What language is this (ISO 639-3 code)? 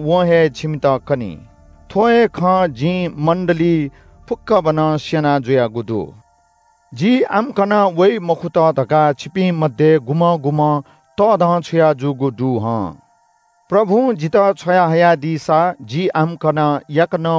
new